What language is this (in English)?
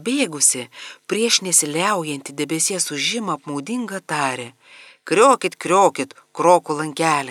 Lithuanian